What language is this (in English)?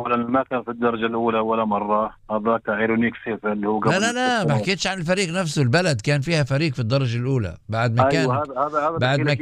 North Levantine Arabic